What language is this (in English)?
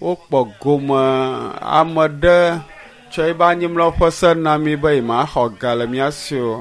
Ewe